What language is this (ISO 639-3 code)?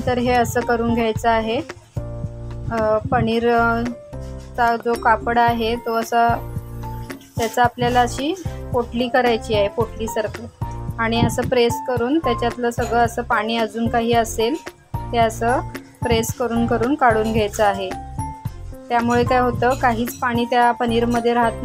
mar